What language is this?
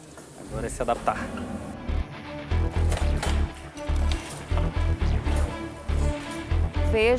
Portuguese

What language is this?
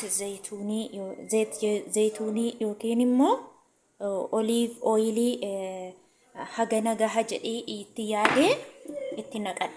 Oromo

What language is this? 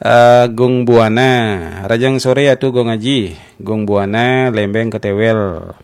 Balinese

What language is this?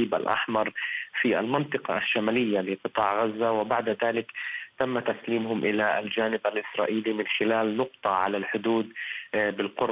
Arabic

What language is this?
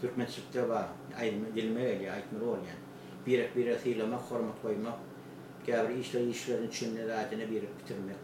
Turkmen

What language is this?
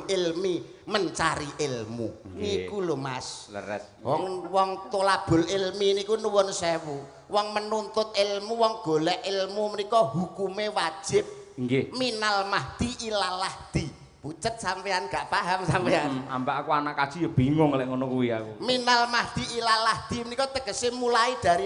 Javanese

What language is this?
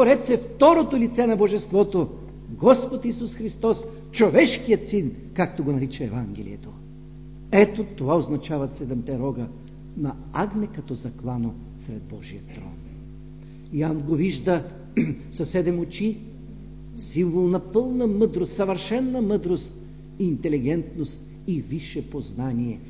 Bulgarian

